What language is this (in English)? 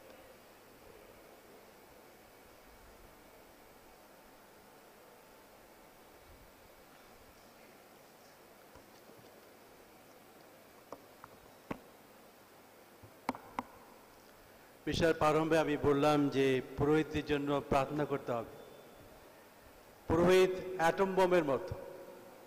Bangla